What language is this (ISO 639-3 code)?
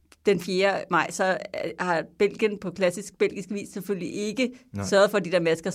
dan